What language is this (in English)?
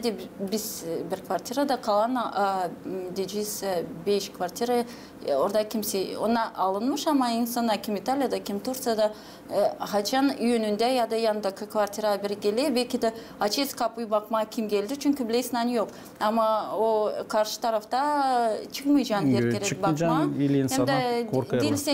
Gagauz